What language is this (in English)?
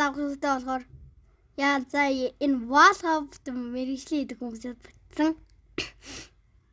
Mongolian